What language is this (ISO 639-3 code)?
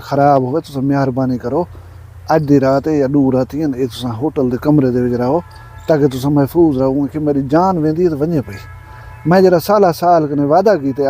skr